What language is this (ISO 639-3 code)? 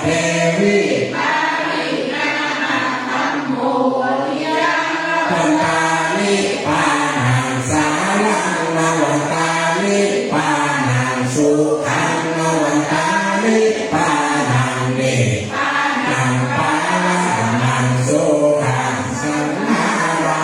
pli